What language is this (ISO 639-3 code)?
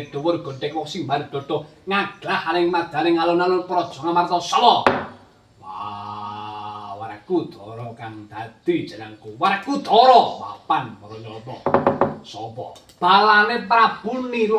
jav